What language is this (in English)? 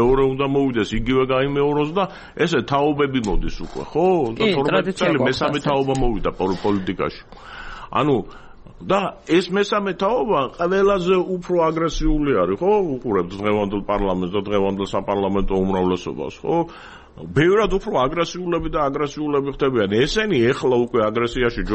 Georgian